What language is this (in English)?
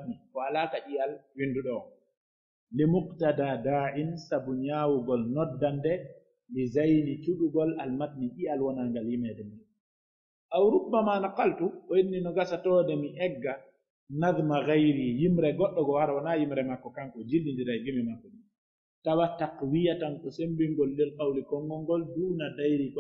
Pular